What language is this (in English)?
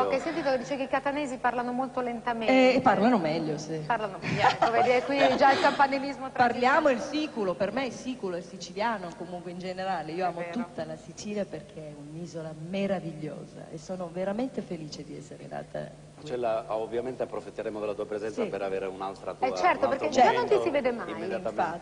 Italian